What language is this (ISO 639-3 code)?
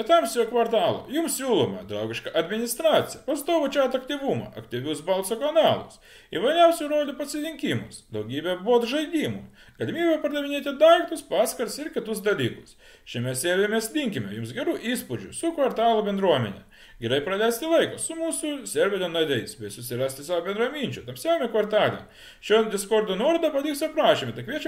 lit